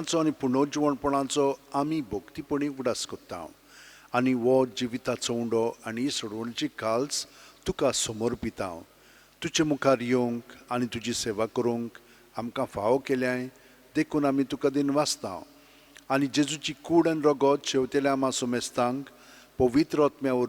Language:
Konkani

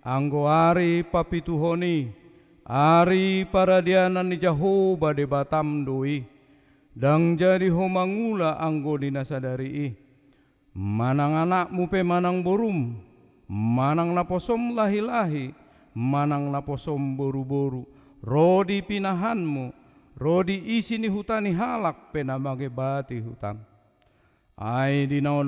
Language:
Batak Toba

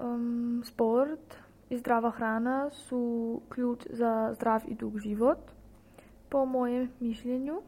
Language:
Serbian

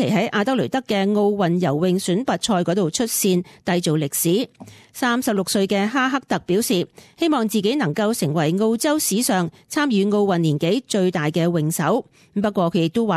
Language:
Cantonese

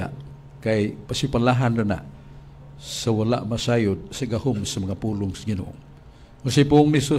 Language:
Cebuano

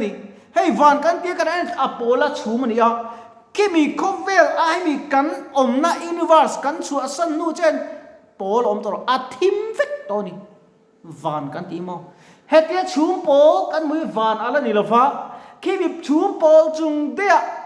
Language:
Mizo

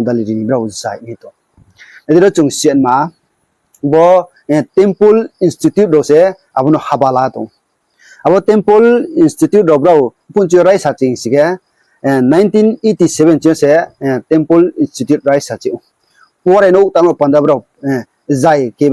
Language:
Riang (India)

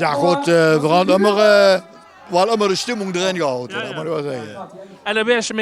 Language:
Limburgish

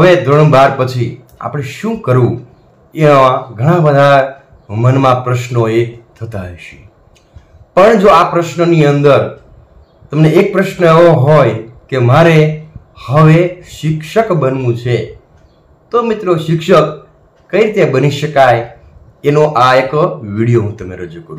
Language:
Gujarati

